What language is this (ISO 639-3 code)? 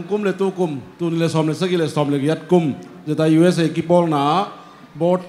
ctd